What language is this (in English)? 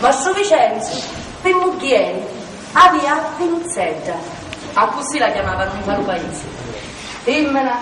Sicilian